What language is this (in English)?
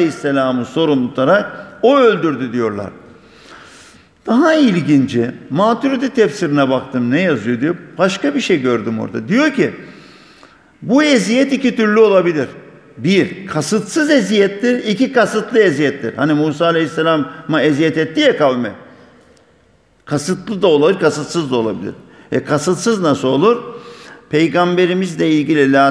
Turkish